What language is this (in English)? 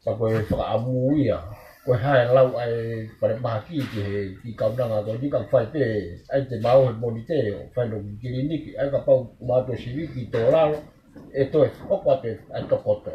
Tongan